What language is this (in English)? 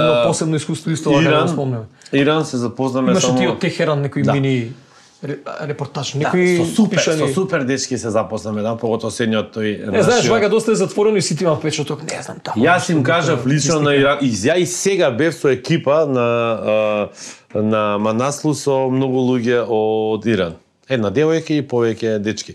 Macedonian